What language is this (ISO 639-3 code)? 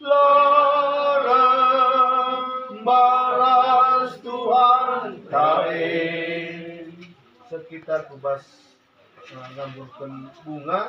btx